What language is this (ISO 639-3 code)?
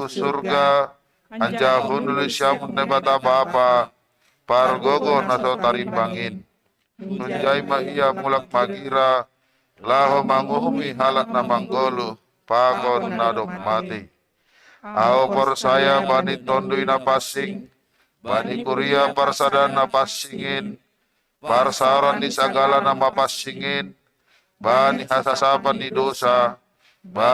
bts